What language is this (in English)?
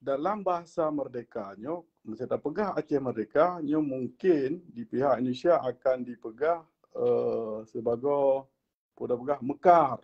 Achinese